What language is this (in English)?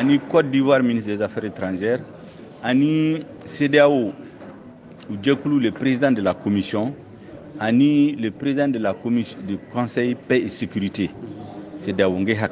Bambara